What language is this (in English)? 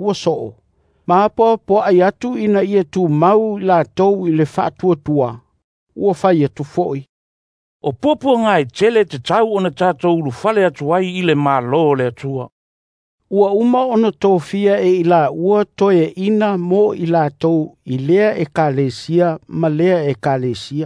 Samoan